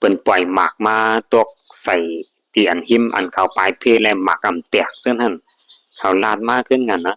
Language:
Shan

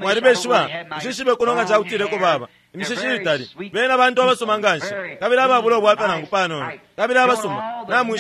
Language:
Bemba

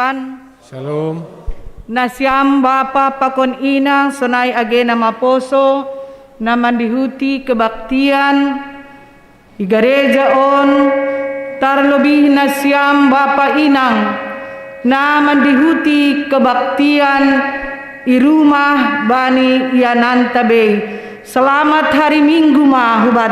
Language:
Batak Simalungun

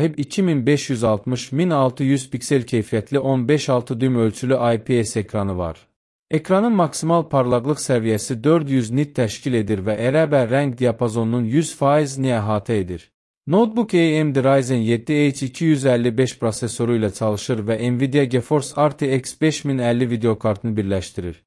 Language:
Azerbaijani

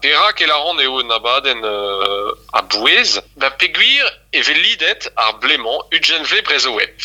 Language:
Breton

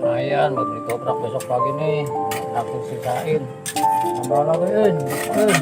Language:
Betawi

